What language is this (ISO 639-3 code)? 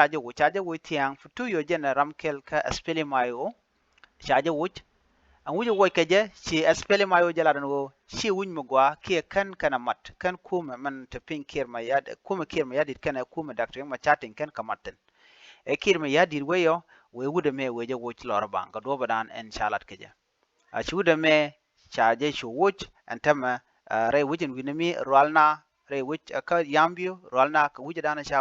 nus